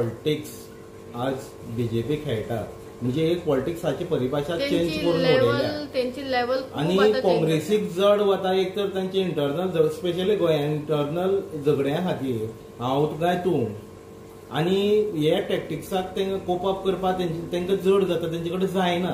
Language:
Konkani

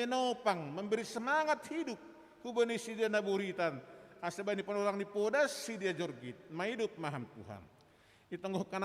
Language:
Batak Simalungun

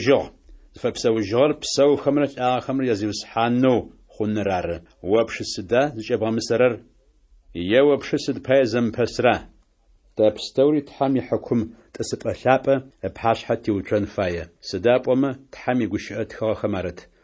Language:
Adyghe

